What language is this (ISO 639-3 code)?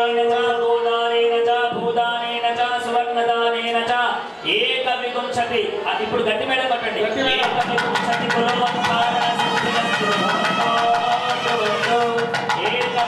tel